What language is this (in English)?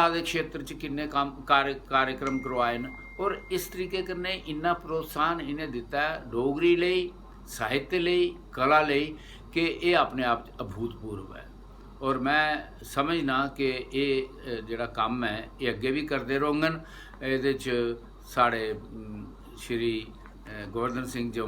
Dogri